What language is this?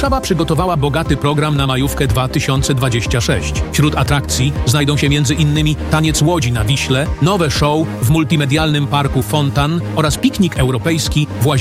Polish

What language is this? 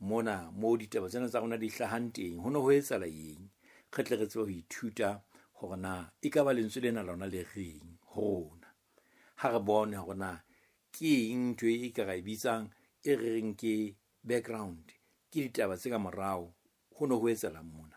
Southern Sotho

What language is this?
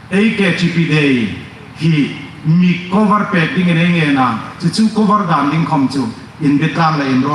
Hmar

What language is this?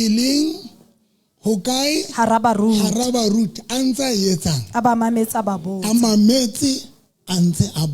Southern Sotho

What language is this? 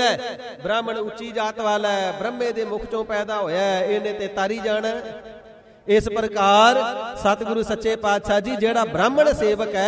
Punjabi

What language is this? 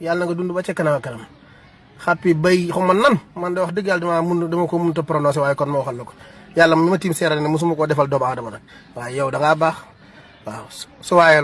Wolof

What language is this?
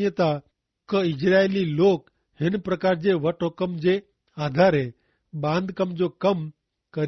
Kachhi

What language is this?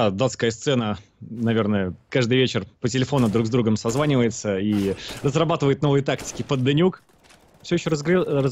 Russian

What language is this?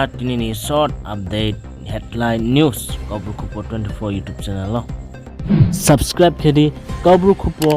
Riang (India)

